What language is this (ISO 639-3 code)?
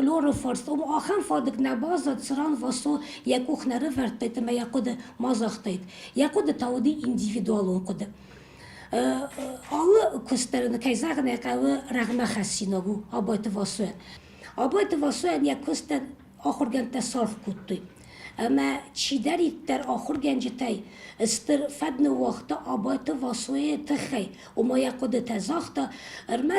oss